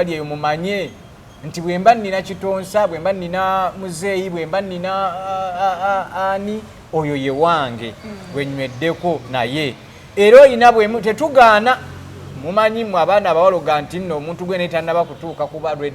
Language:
Ganda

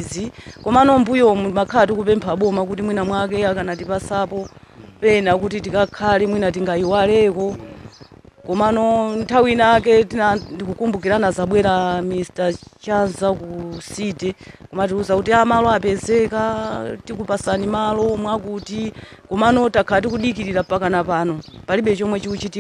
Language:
Nyanja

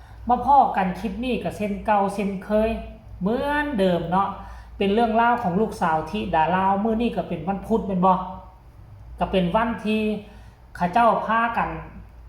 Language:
Northeastern Thai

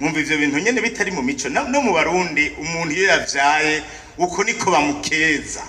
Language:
Rundi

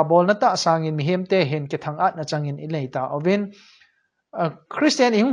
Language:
Thado Chin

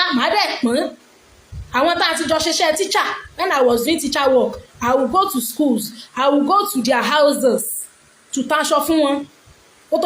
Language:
Yoruba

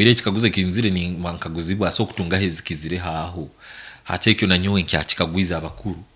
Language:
Nyankole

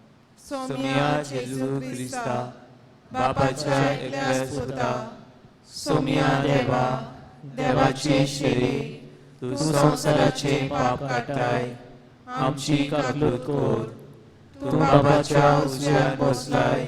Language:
Konkani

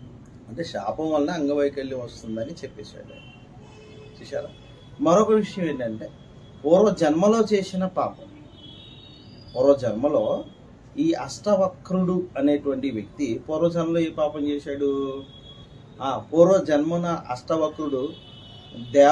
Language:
Telugu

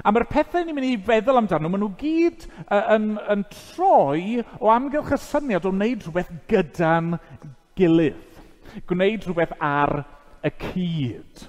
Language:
Welsh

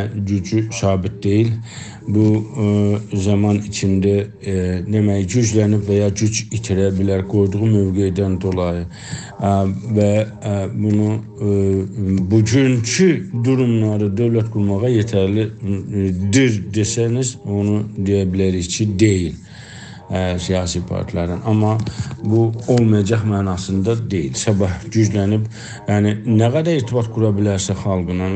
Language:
South Azerbaijani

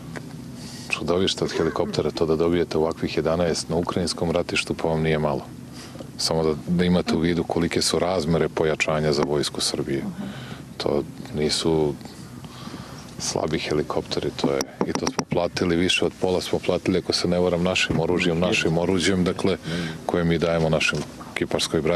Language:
Serbian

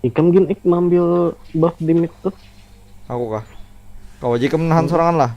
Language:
Banjar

